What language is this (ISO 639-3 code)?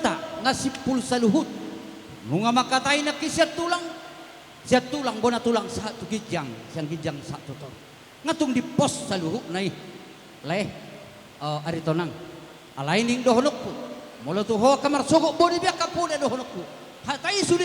bbc